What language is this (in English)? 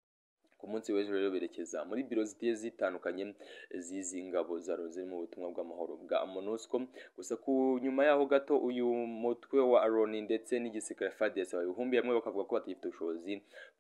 Kinyarwanda